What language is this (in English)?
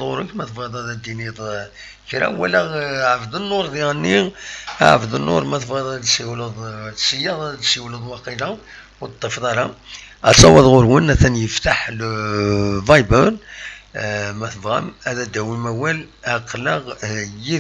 Kabyle